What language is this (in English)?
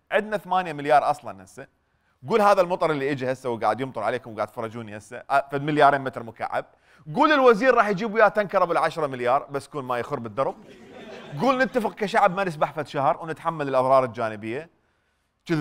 Mesopotamian Arabic